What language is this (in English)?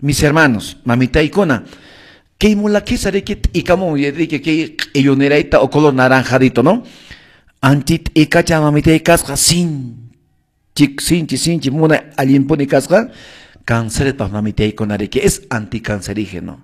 Quechua